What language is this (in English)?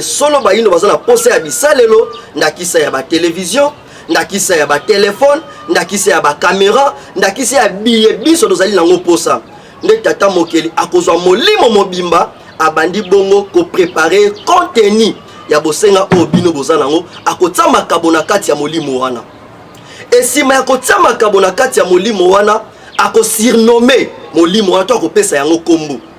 Lingala